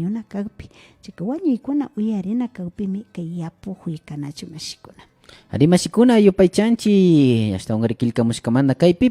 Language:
Imbabura Highland Quichua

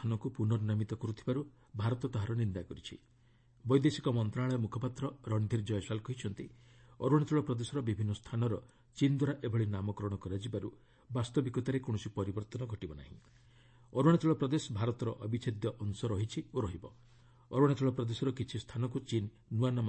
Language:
Odia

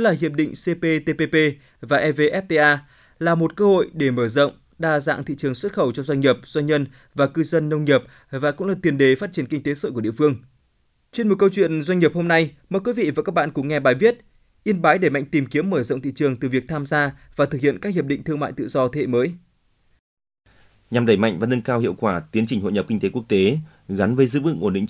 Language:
Vietnamese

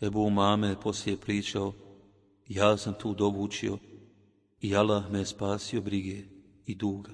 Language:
Bosnian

